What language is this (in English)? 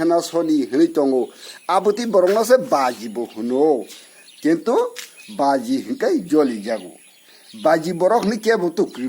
Kok Borok